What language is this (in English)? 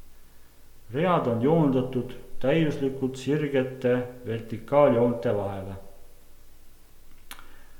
Estonian